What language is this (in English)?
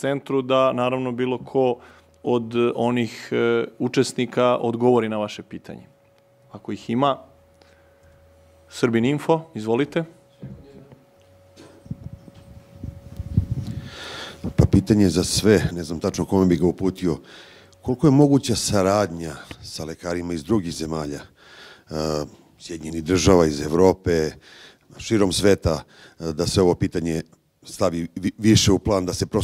Serbian